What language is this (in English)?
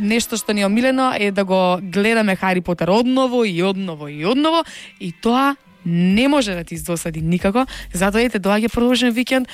Macedonian